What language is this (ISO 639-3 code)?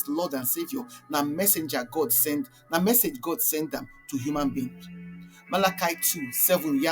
pcm